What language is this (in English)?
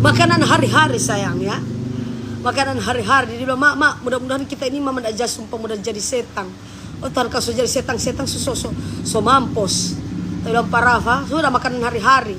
Manado Malay